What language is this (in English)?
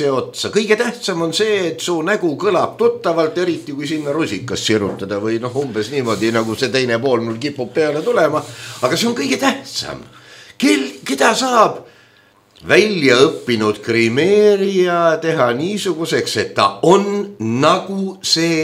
Estonian